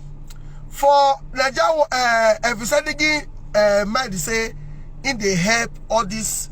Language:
Nigerian Pidgin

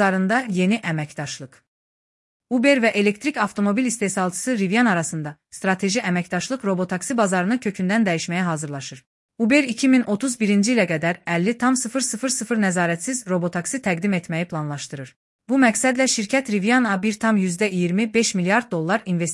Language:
Azerbaijani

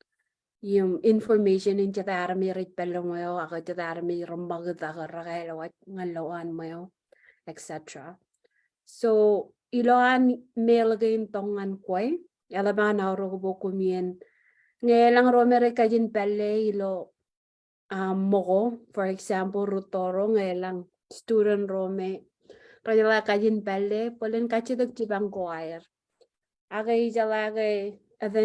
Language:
Marshallese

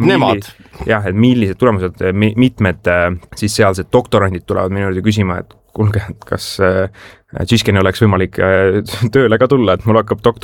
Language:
Estonian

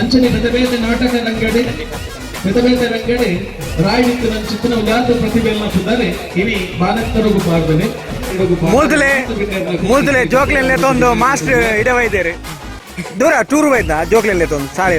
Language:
Tulu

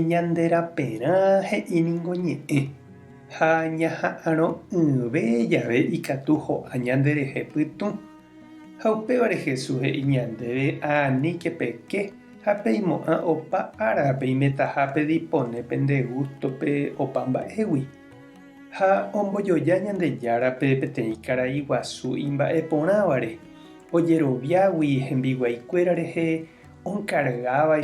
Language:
Guarani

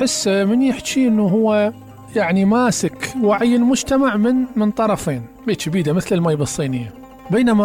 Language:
Mesopotamian Arabic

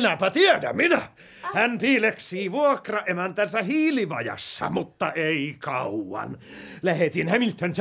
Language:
Finnish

